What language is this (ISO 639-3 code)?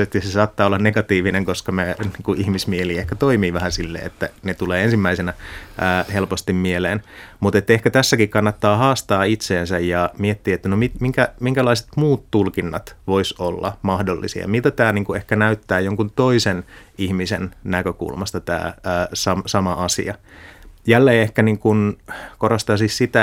fin